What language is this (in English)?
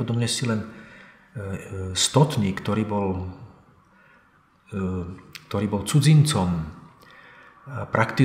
Slovak